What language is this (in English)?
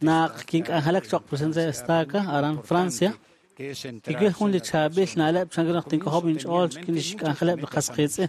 Kekchí